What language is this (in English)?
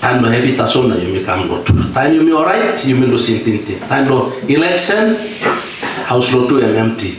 Tok Pisin